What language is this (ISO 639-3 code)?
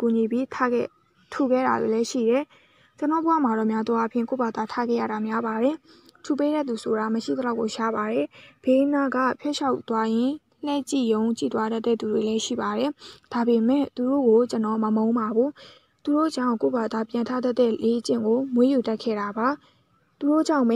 mya